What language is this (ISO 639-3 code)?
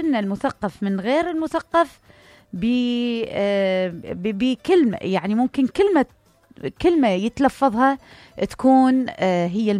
acm